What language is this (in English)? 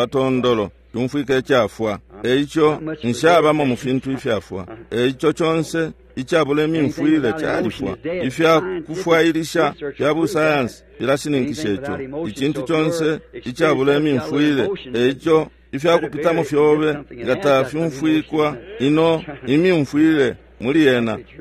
Bemba